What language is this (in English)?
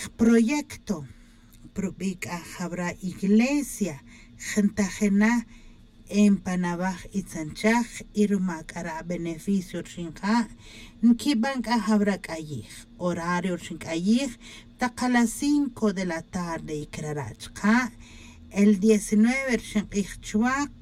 Tz'utujil